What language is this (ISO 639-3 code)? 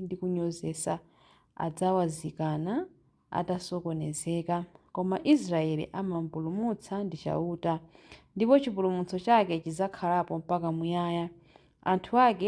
nya